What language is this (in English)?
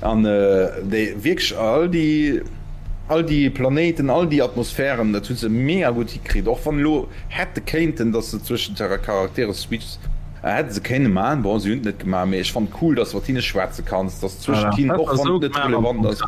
Luxembourgish